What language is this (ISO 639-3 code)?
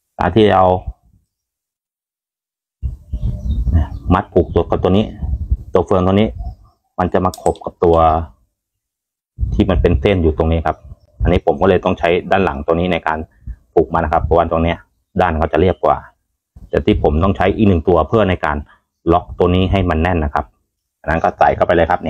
tha